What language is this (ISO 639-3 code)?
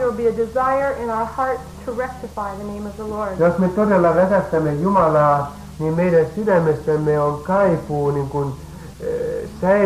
fin